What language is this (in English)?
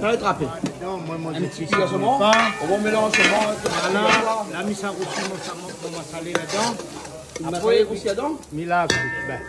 Réunion Creole French